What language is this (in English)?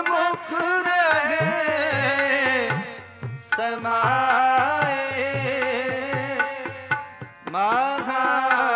Punjabi